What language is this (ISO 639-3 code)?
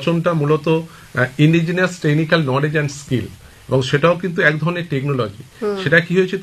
ben